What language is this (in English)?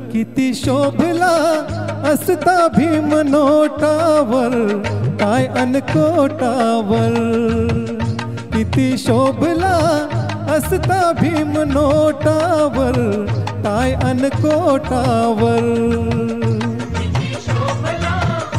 Marathi